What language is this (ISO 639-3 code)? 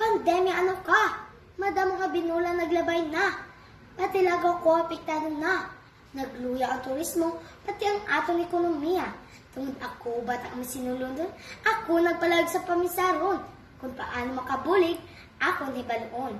hil